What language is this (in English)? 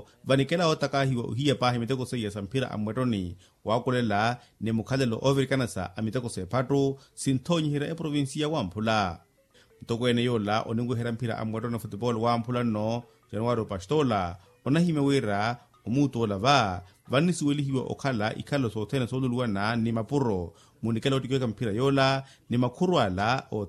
Makhuwa